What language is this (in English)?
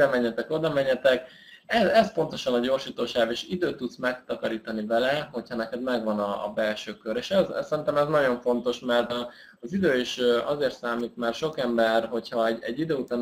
Hungarian